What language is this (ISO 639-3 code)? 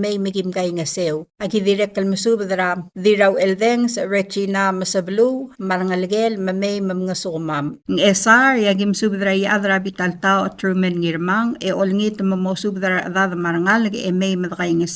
pau